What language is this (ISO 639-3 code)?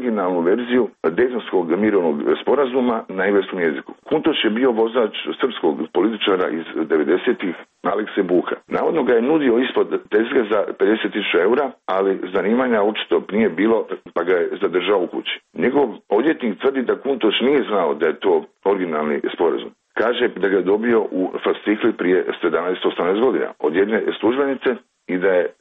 hrv